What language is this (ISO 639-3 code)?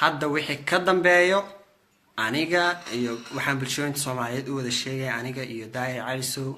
som